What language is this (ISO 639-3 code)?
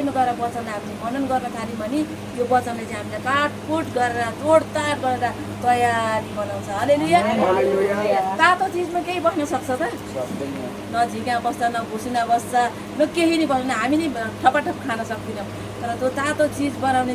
nep